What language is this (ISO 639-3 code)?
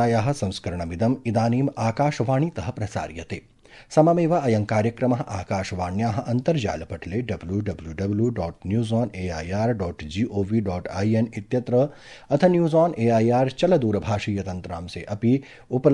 san